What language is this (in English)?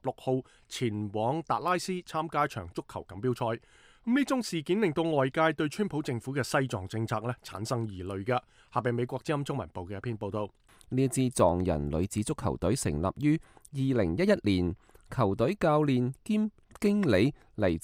Cantonese